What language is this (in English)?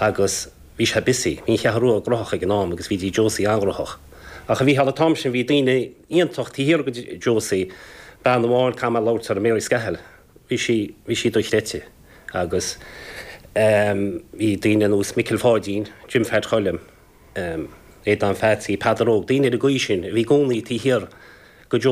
Irish